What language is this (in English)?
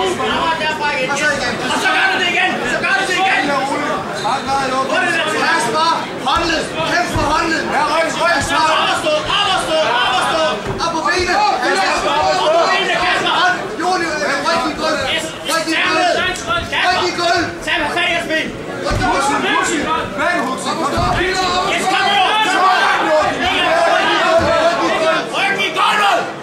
Danish